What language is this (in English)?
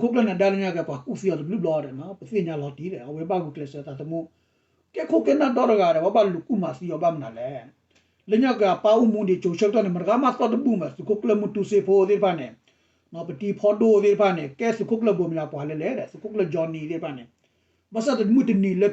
S'gaw Karen